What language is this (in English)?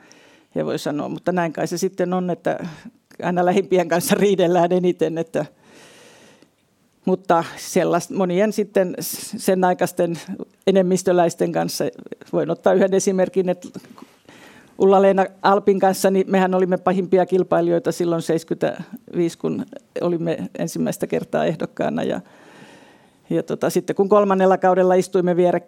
Finnish